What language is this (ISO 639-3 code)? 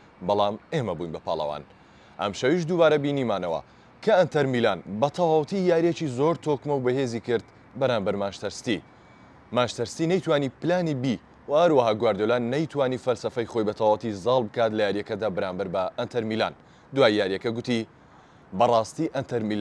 ckb